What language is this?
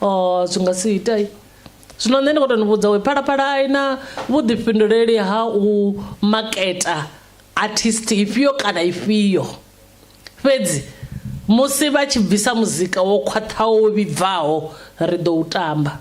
Venda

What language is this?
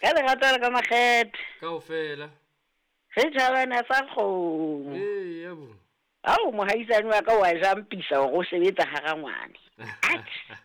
Southern Sotho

